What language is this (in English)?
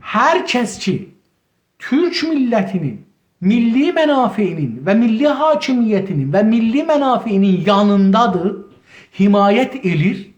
South Azerbaijani